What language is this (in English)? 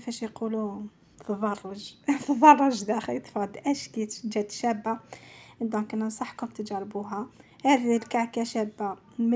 Algerian Arabic